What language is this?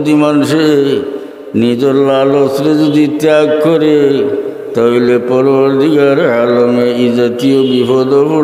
Sylheti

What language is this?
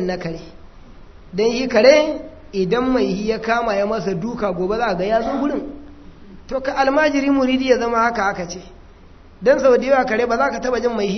Hausa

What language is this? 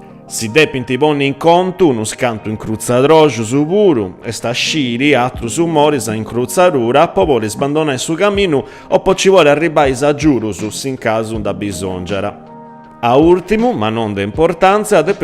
Sardinian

